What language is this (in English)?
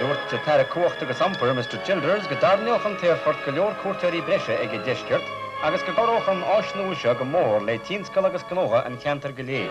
Irish